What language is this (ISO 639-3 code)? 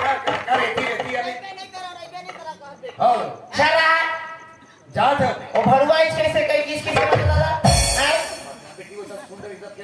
hne